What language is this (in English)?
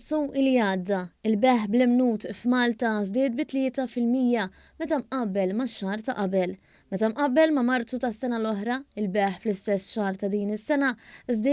Maltese